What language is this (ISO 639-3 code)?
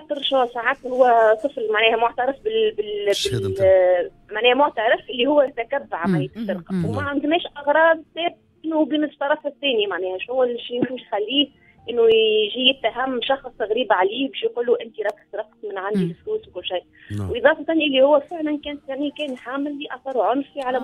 aeb